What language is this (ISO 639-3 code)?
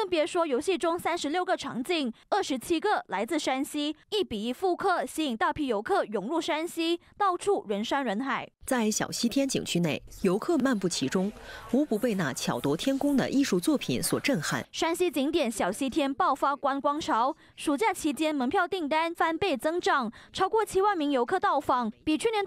zho